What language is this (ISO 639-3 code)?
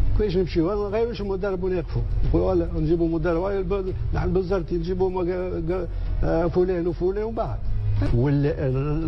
aeb